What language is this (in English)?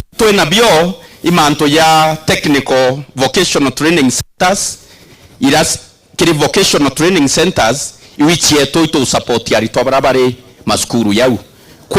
Meru